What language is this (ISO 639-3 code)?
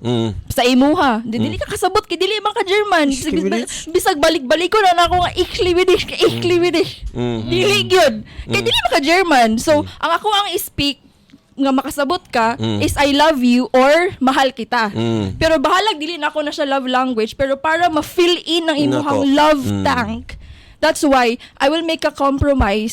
ceb